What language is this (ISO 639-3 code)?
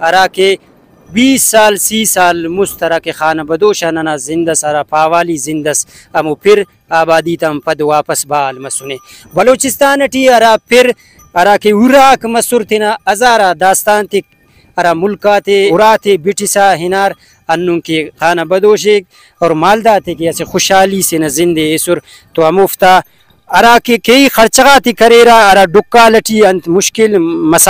brh